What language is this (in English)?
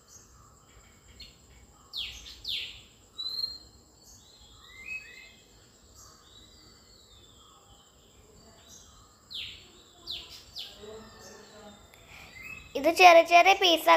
Malayalam